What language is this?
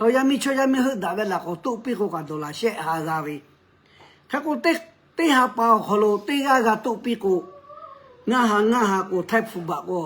Lahu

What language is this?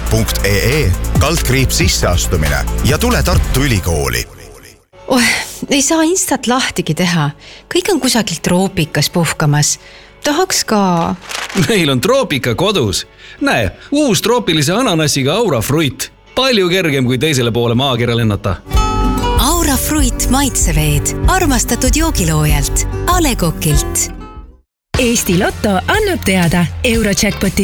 Estonian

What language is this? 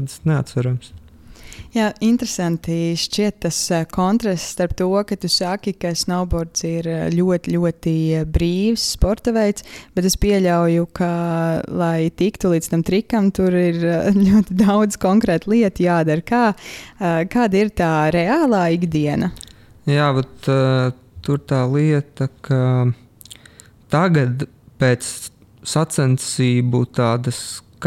Latvian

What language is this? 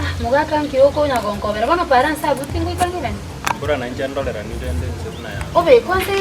Gusii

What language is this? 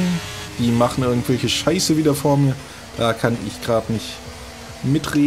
German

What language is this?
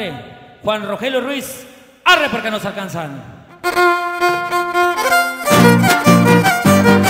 Spanish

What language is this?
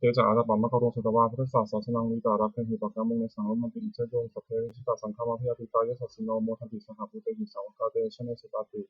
Pali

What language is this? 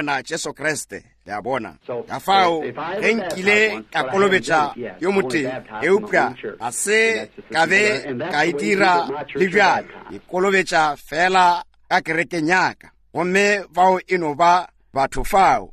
Northern Sotho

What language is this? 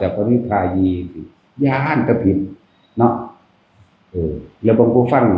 Northeastern Thai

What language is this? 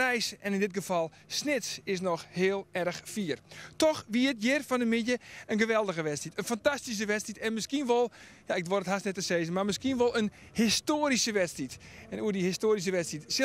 Western Frisian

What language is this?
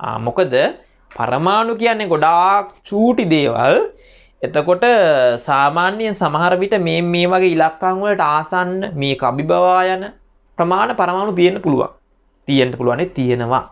Sinhala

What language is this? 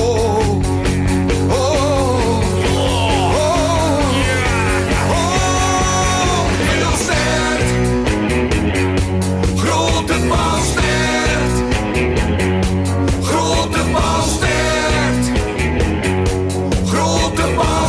Dutch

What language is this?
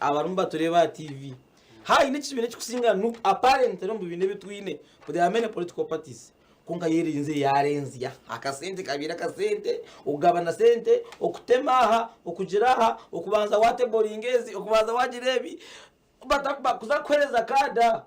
Nyankole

